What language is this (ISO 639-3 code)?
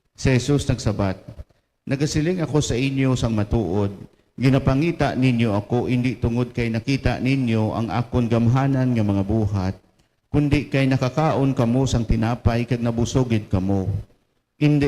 hil